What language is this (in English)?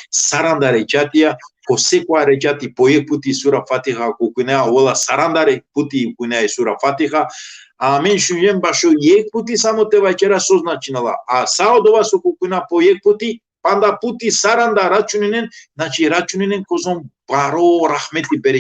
Balkan Romani